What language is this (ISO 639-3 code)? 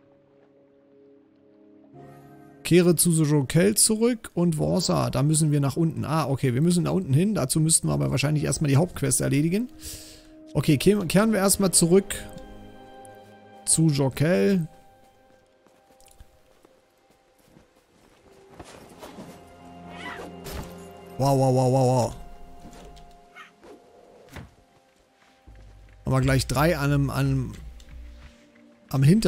deu